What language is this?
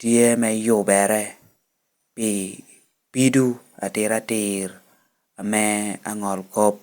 Lango (Uganda)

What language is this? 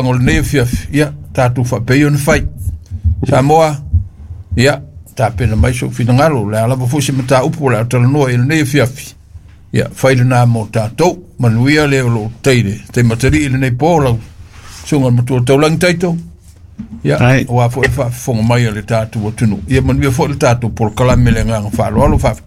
Samoan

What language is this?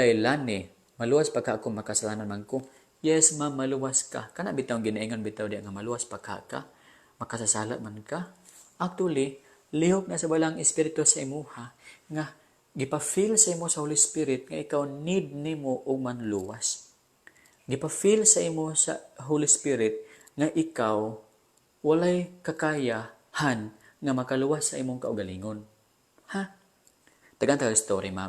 Cebuano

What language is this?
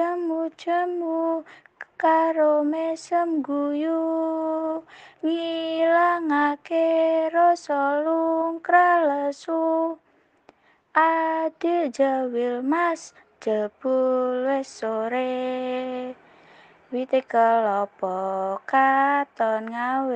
Javanese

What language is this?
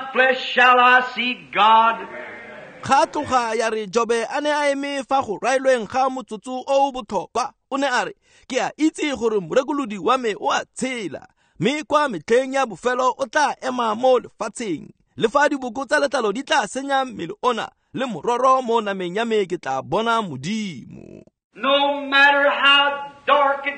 Tswana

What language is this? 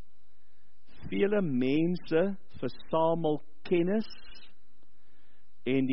Afrikaans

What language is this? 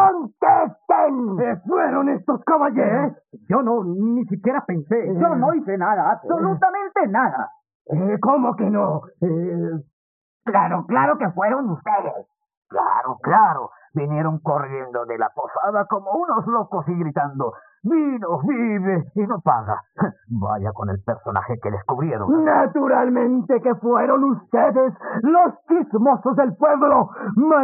Spanish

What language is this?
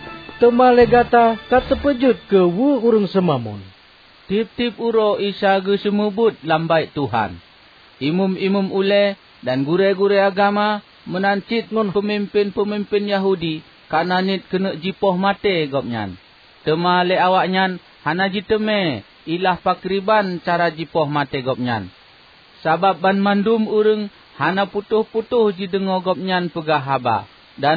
Achinese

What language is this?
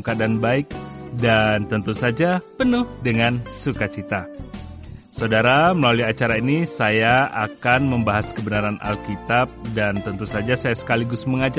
Indonesian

